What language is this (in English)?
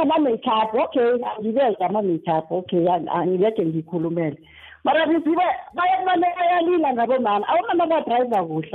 South Ndebele